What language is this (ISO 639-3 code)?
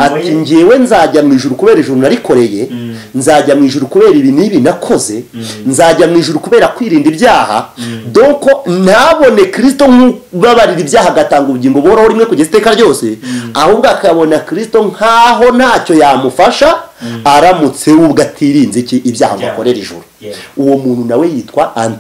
kin